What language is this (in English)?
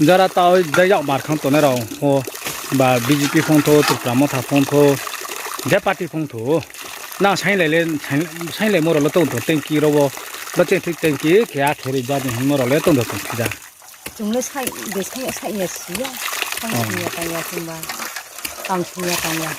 Riang (India)